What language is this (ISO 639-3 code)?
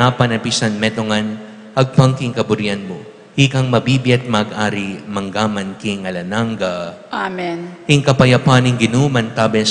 pam